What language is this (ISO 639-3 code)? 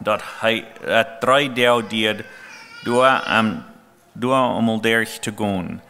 pdt